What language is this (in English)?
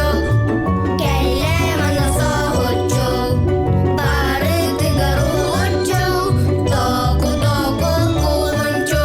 Yakut